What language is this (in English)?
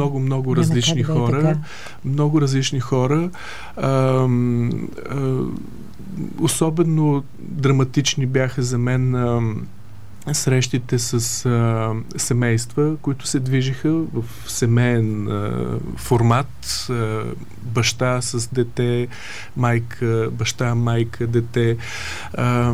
Bulgarian